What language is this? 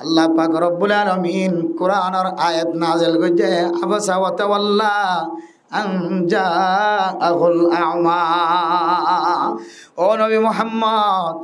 Rohingya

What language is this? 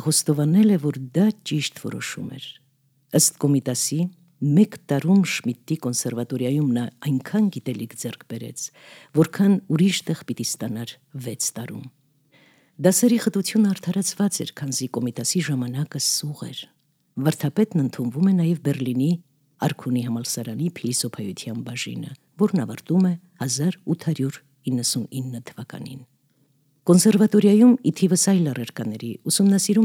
Armenian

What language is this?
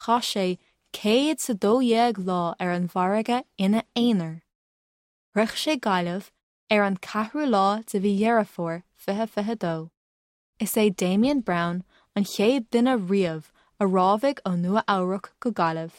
Irish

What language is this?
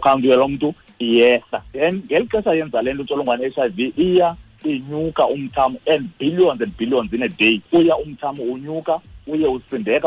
Xhosa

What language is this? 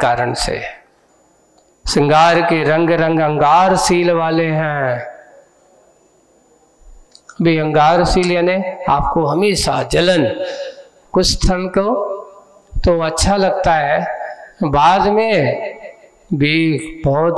Hindi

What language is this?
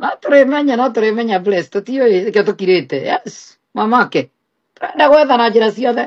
Kikuyu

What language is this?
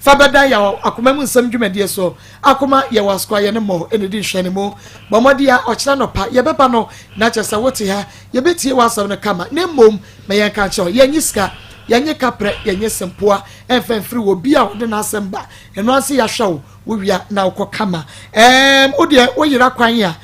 Akan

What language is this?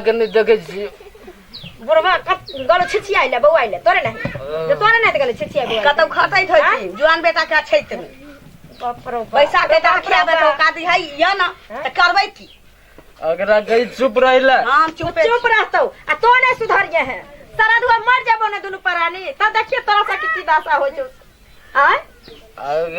Maithili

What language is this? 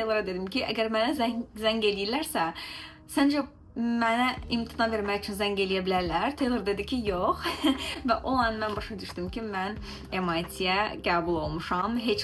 Azerbaijani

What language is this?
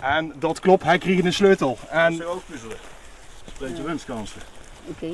Limburgish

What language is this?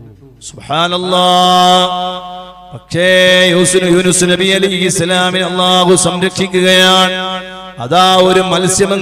Malayalam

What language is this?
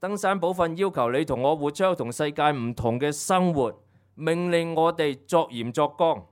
Cantonese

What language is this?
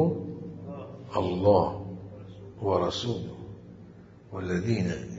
Mesopotamian Arabic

